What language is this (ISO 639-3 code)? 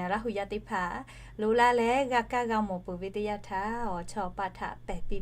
lhu